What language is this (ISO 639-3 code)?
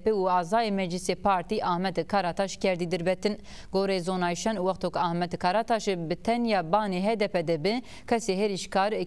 zza